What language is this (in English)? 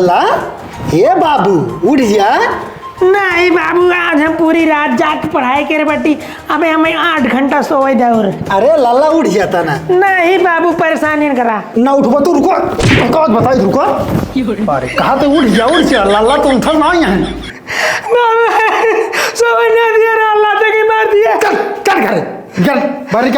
Awadhi